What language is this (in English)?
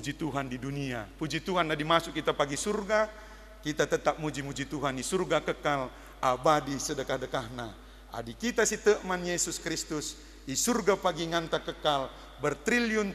Batak Karo